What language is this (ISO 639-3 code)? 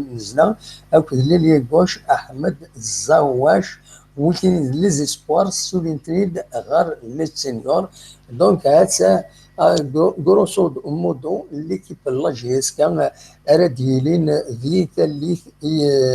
kab